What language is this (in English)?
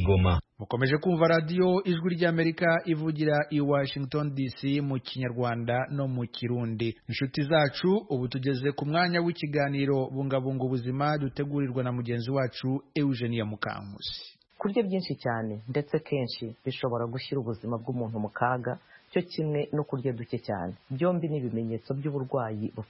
Kinyarwanda